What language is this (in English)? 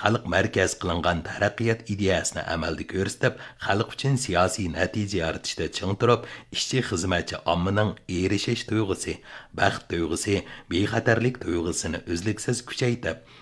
Uyghur